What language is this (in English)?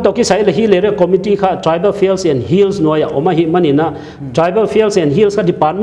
Paite Chin